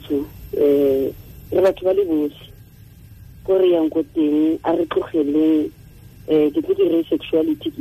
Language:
Tswana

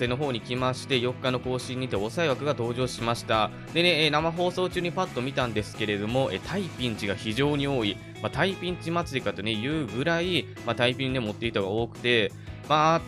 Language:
Japanese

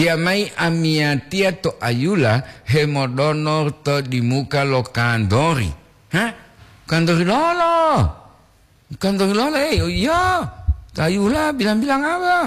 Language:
Gorontalo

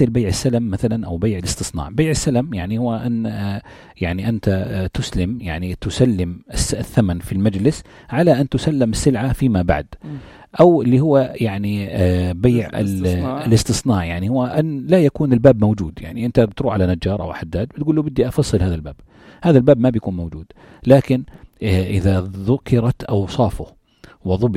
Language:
North Levantine Arabic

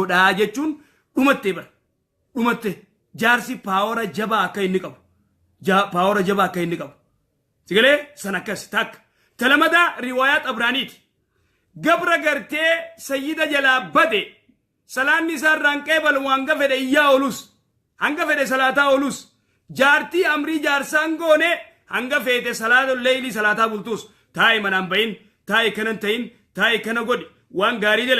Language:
Oromo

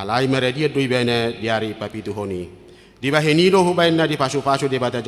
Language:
Batak Toba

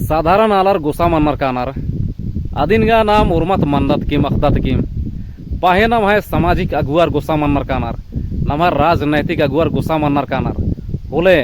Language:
Kurukh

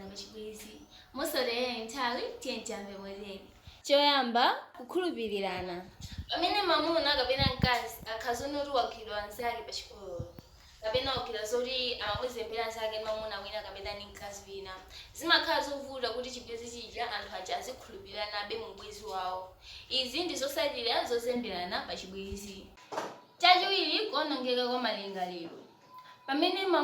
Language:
Nyanja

